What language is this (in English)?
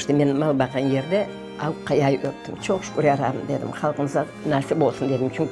Crimean Tatar